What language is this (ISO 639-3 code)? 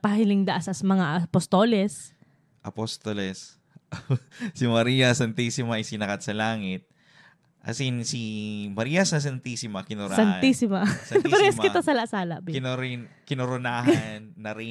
bik